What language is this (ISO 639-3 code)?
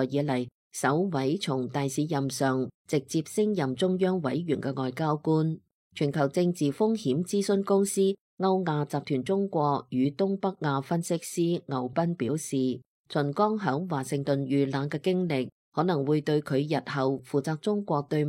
yue